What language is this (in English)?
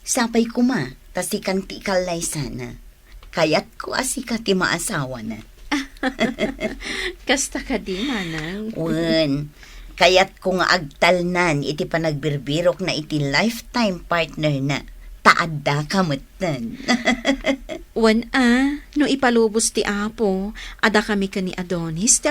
Iloko